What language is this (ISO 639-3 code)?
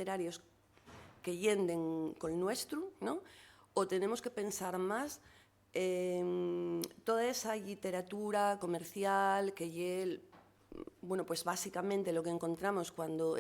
ast